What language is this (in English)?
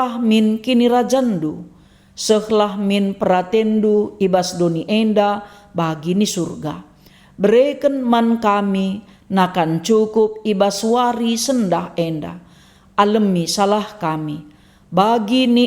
Batak Karo